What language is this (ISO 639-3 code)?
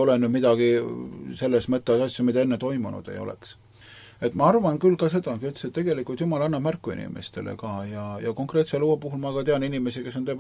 est